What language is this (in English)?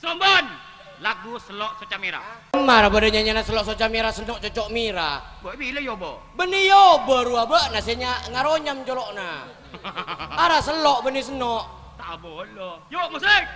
Madurese